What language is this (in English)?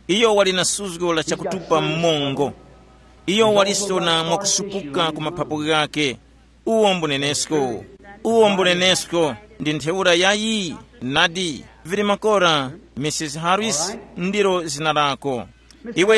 Tumbuka